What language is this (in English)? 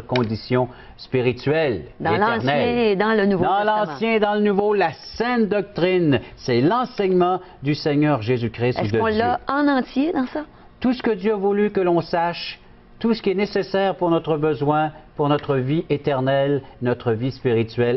French